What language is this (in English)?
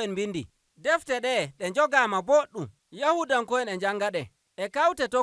Nigerian Fulfulde